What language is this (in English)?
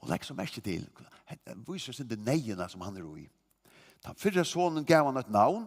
Faroese